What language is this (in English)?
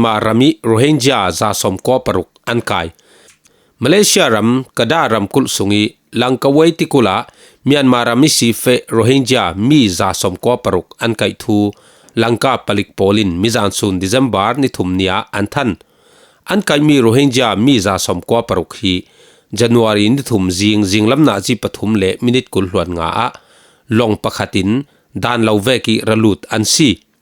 Falam Chin